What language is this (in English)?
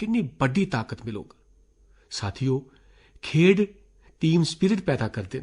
Dogri